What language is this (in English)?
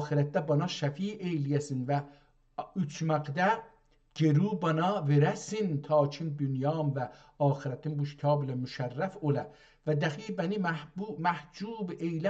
South Azerbaijani